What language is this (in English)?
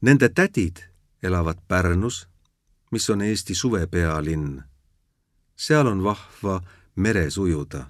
Estonian